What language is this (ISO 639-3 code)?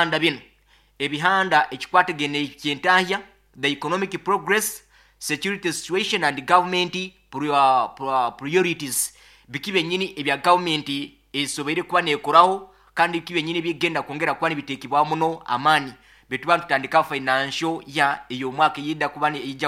nyo